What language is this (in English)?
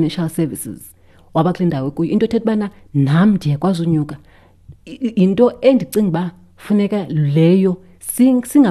Xhosa